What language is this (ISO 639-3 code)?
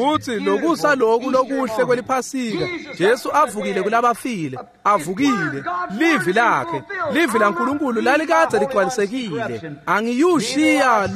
ssw